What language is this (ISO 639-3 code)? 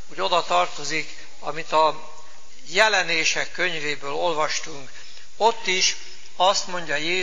hun